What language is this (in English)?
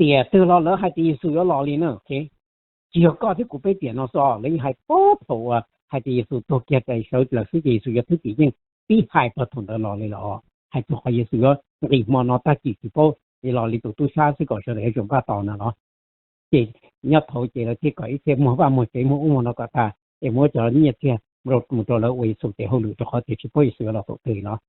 Hmong